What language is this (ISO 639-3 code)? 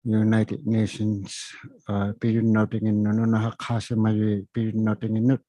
iku